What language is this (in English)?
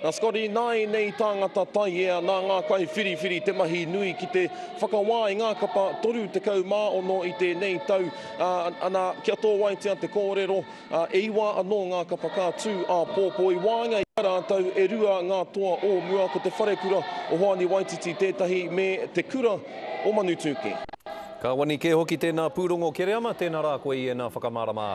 Māori